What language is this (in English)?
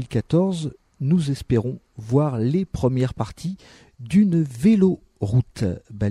French